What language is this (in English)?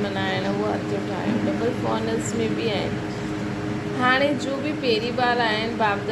Sindhi